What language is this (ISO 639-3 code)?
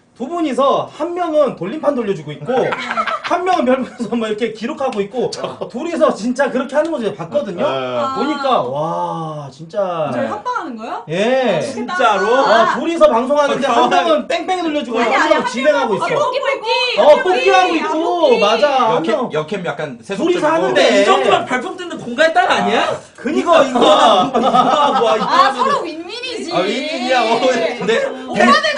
kor